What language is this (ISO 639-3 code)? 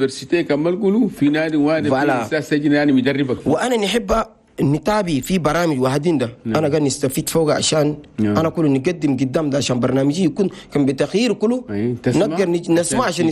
shu